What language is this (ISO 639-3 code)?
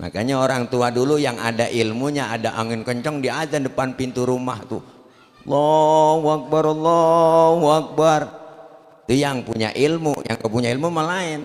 bew